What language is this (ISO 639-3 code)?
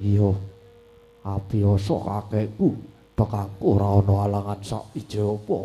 jav